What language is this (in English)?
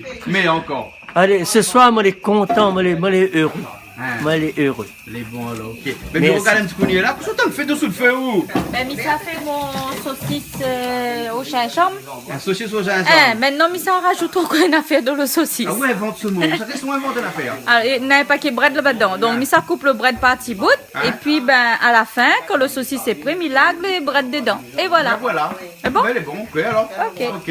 Réunion Creole French